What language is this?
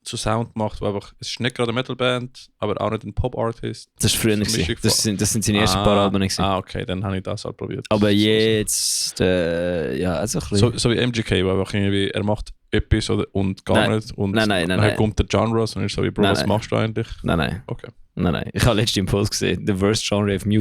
Swiss German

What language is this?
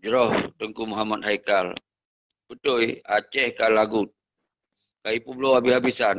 Achinese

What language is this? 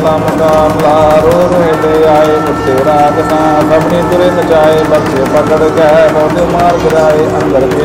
Punjabi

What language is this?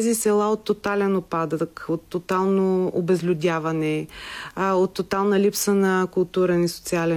Bulgarian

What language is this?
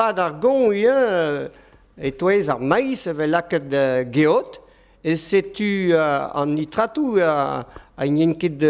Breton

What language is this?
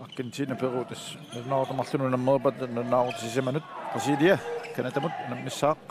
Kalaallisut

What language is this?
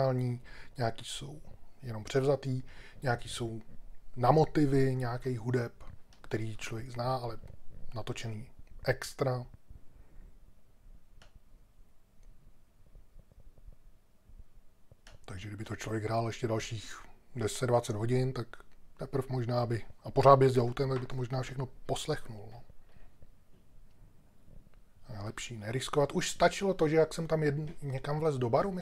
Czech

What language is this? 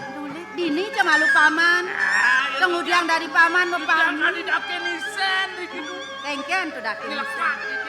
Balinese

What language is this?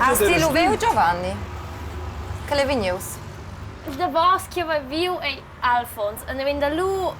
Romansh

